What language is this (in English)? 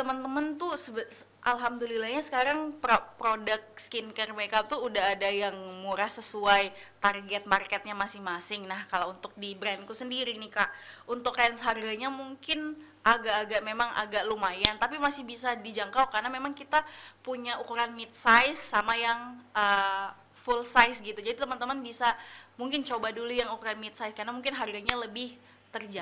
Indonesian